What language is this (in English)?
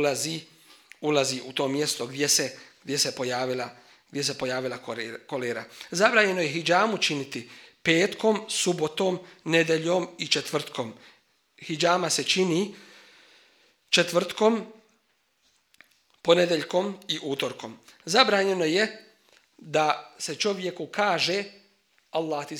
Bosnian